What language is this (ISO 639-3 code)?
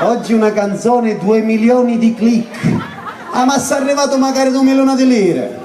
scn